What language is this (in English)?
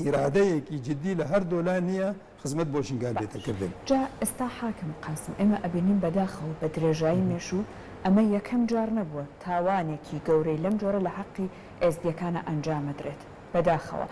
Central Kurdish